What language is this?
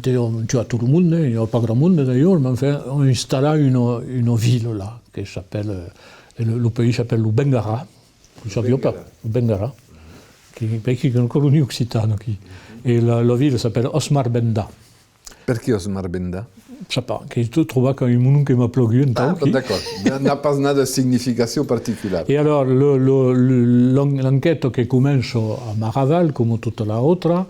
Occitan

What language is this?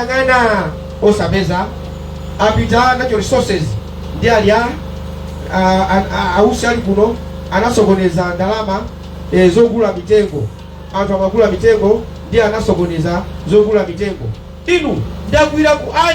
Nyanja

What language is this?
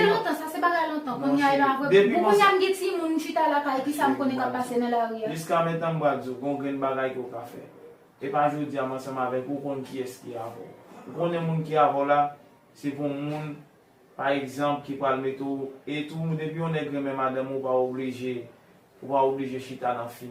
Haitian Creole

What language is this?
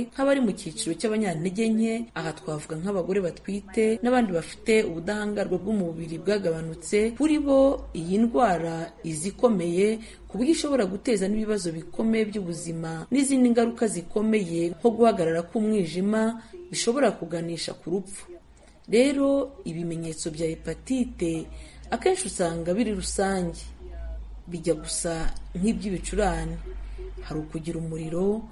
Kinyarwanda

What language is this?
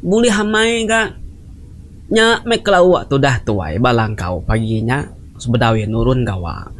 Iban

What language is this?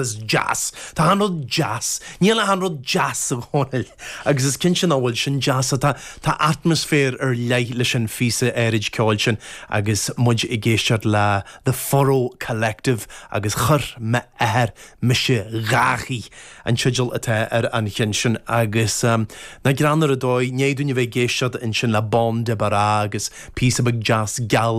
Irish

